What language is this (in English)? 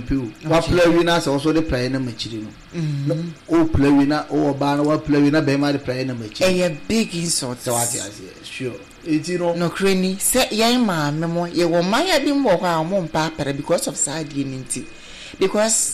Akan